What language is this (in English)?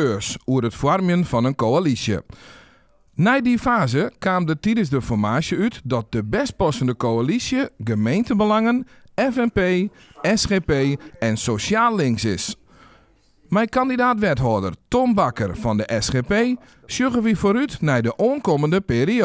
Western Frisian